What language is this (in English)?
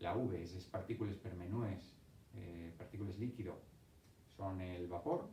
Asturian